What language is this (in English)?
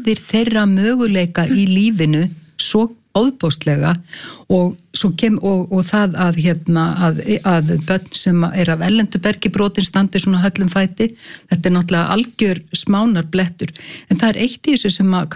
Icelandic